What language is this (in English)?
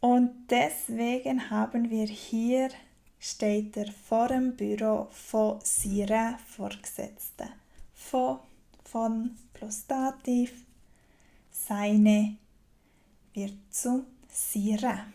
Swiss German